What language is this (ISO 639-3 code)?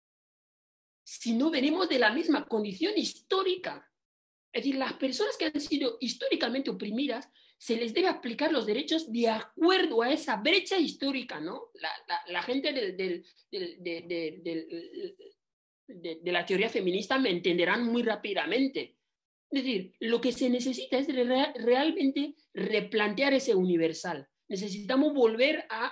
spa